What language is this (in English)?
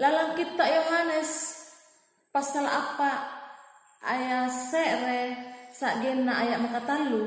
Makasar